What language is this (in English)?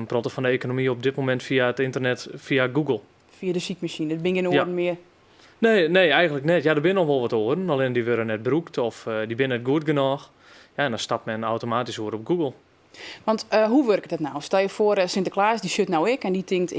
Western Frisian